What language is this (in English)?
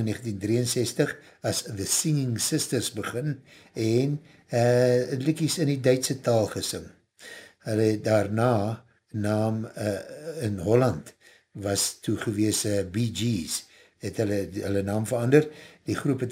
Afrikaans